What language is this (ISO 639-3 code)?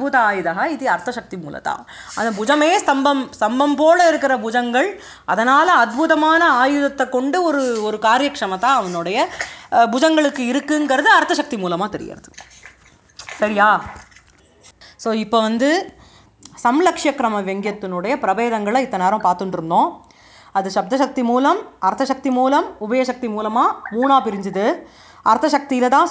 tam